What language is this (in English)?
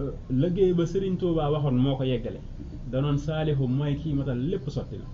Wolof